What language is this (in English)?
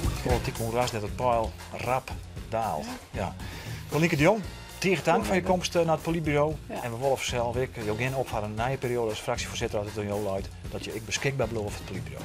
Western Frisian